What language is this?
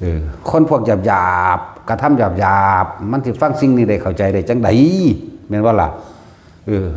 Northeastern Thai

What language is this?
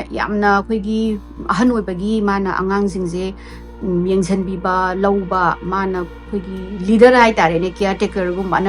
Manipuri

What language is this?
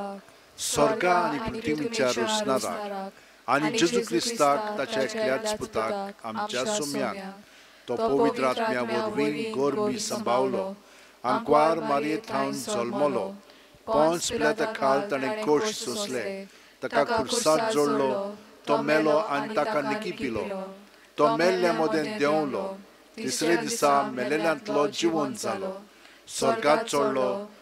Konkani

